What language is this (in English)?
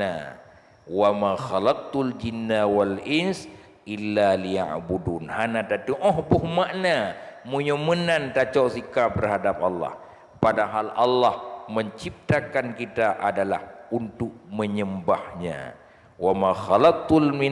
Achinese